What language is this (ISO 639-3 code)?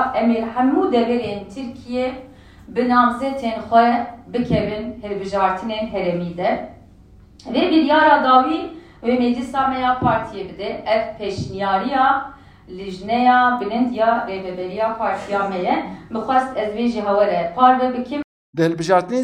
kur